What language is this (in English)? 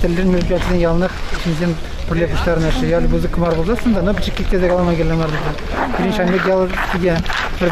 Chuvash